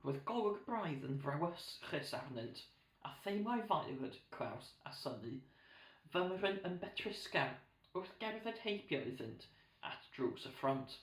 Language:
Welsh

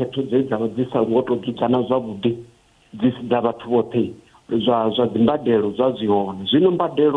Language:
Venda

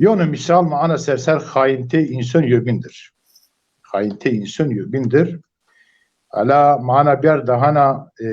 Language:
Zaza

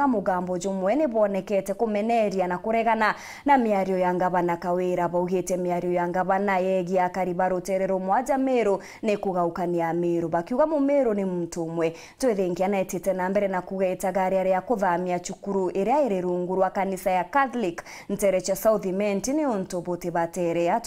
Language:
Meru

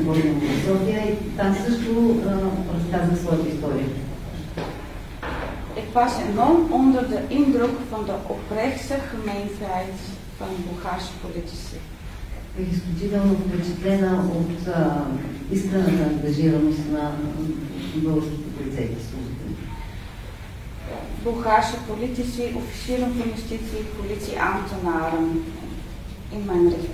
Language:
Bulgarian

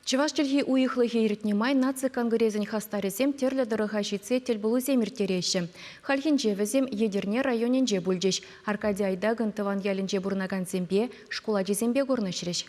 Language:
Chuvash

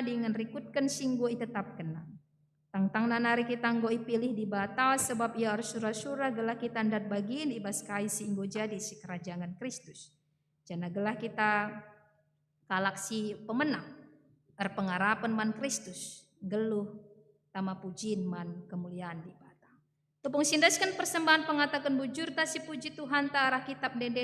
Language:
Batak Karo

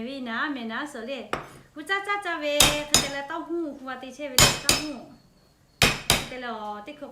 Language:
Lahu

